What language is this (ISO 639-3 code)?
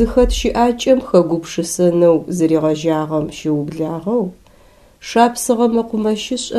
ady